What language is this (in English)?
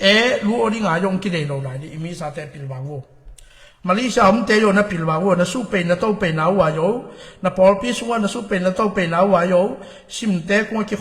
Tedim Chin